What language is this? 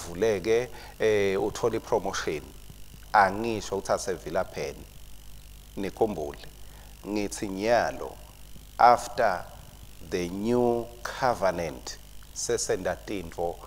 Swati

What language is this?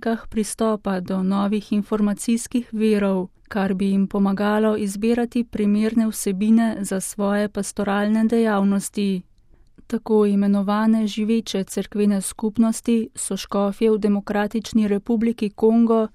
Slovenian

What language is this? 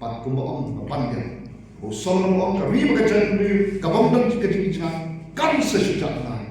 Khasi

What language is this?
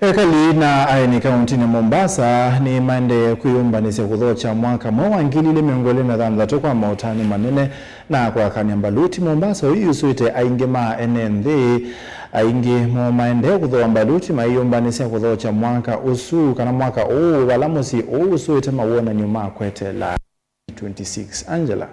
Kamba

